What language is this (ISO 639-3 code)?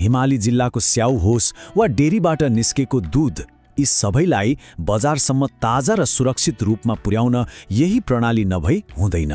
nep